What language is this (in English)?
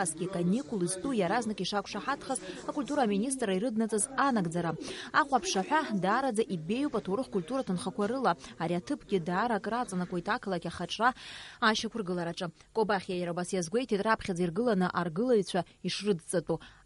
Abkhazian